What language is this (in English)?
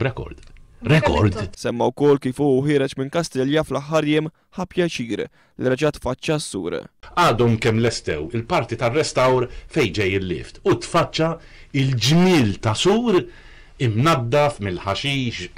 Maltese